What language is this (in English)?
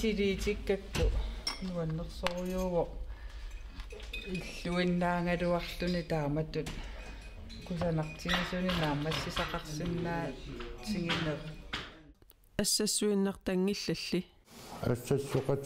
Kalaallisut